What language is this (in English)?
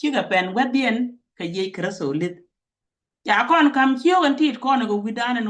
Nuer